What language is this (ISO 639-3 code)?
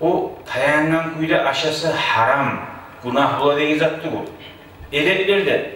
kum